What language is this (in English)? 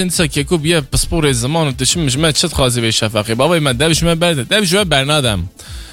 Kurdish